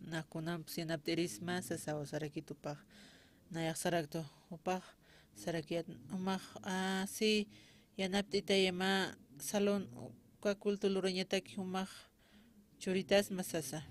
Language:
Aymara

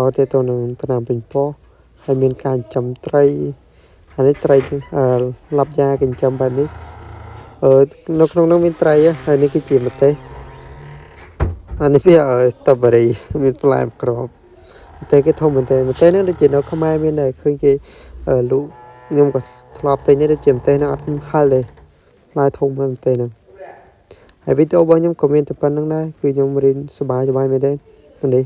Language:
Khmer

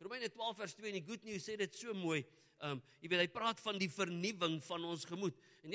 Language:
Afrikaans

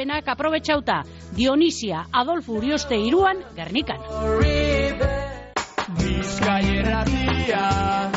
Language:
Basque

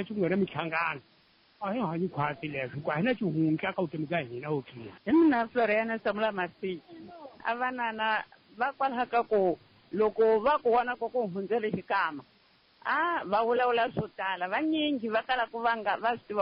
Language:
Tsonga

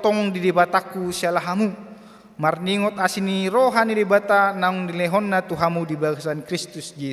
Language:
Batak Toba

